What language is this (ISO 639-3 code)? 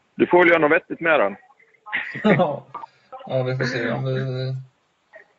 swe